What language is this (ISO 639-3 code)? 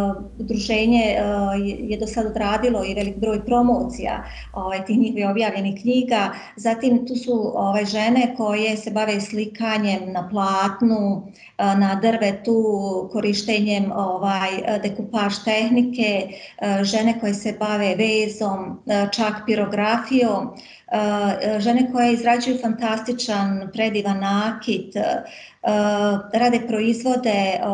bos